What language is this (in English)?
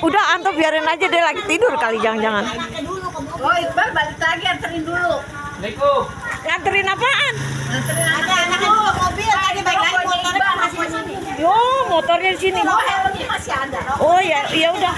Betawi